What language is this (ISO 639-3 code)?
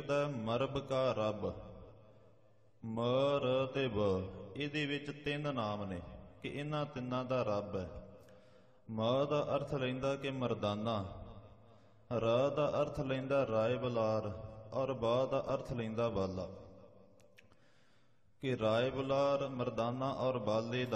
pan